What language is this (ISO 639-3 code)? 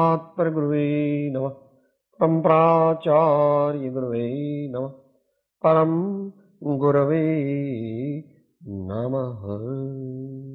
guj